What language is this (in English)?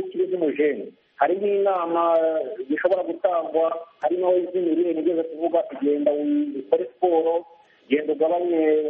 Kinyarwanda